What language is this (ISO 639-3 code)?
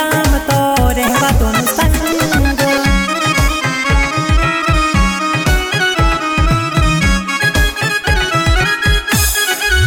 bho